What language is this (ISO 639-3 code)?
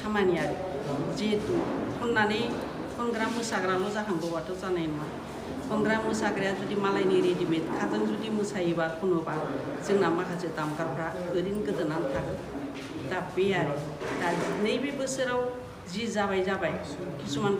brx